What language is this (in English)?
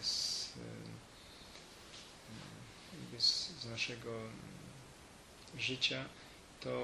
Polish